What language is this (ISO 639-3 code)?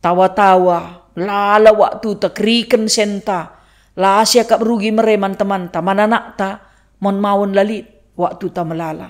btx